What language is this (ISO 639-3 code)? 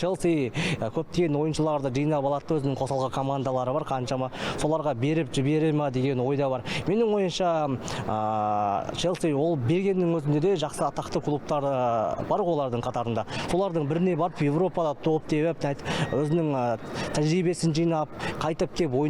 kaz